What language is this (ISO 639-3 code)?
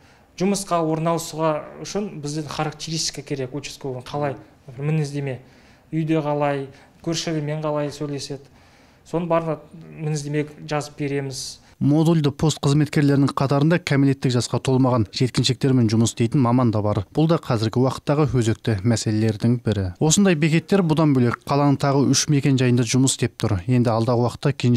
kir